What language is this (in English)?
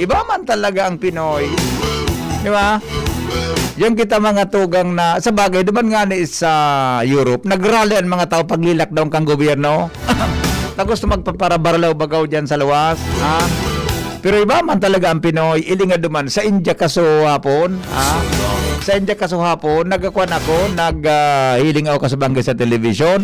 Bikol